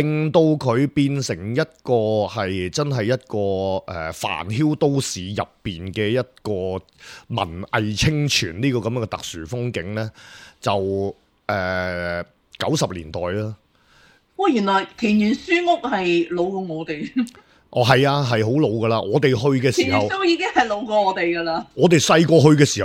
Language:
Cantonese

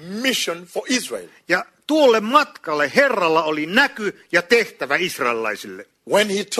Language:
Finnish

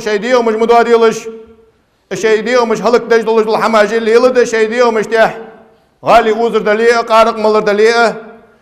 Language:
Ingush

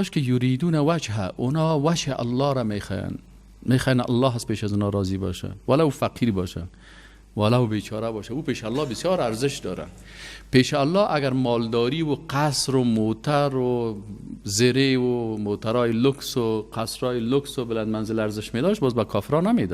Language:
Persian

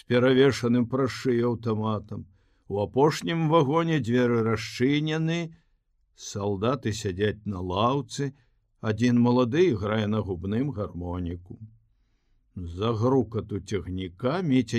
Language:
Belarusian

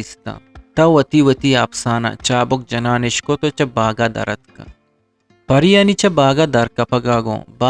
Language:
Eastern Balochi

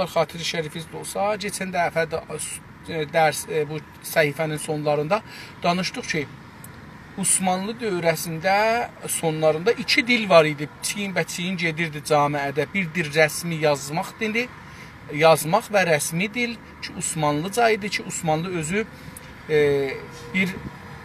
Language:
South Azerbaijani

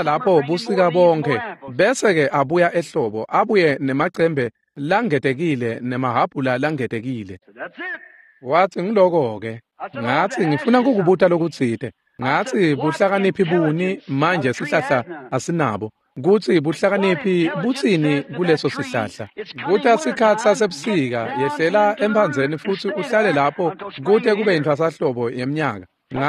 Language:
Swati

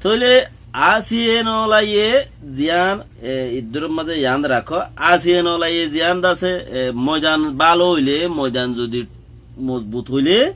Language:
Rohingya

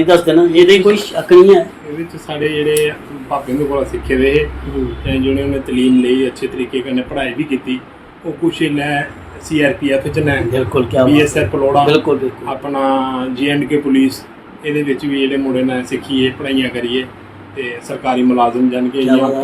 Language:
Dogri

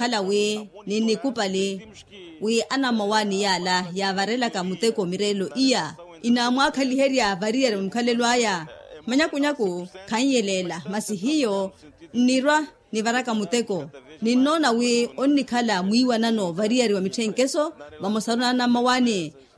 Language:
Makhuwa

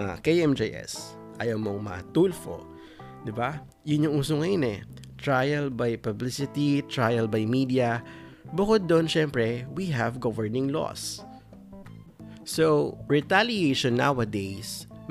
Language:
Filipino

